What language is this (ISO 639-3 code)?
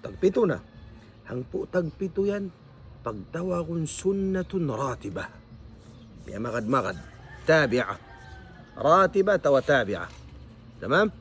tsg